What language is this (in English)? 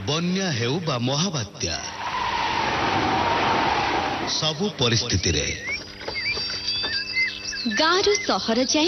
Odia